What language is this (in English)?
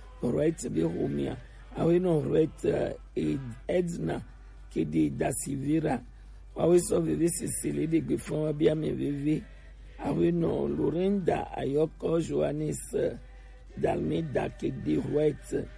Gen